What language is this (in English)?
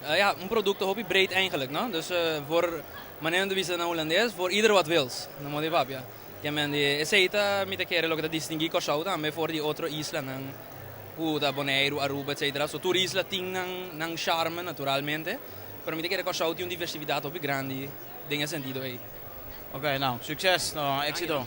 Papiamento